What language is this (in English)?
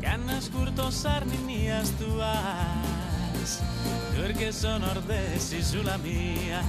Sardinian